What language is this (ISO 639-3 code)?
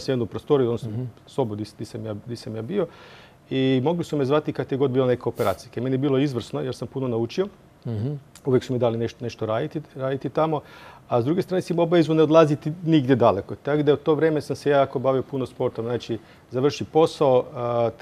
hrv